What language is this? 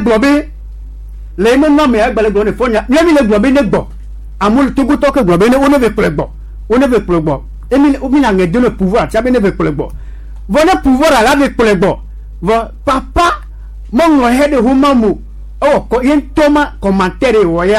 Gen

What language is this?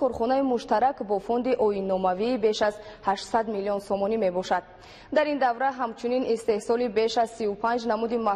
Tajik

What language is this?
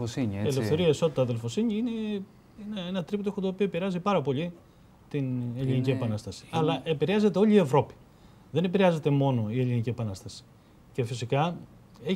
Greek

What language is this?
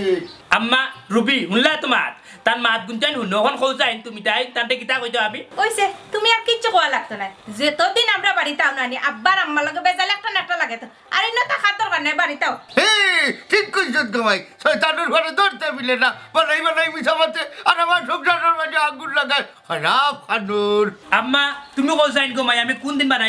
Sylheti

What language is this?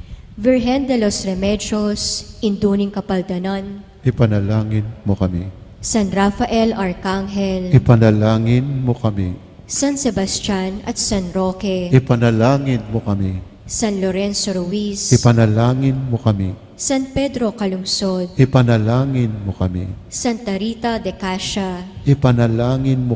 Pampanga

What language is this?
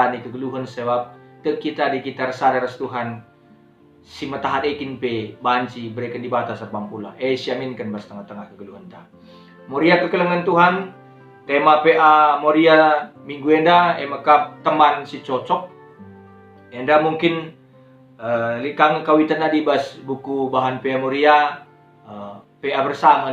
Batak Karo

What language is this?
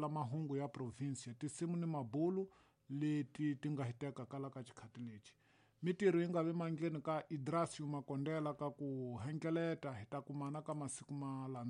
Tsonga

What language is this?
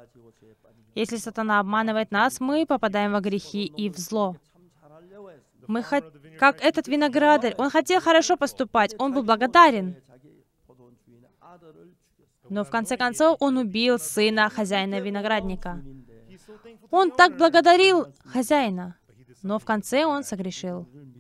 Russian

